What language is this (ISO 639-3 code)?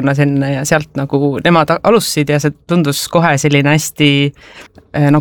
est